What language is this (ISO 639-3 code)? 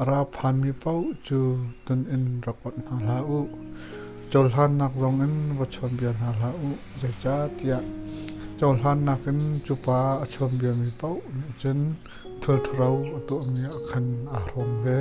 cnh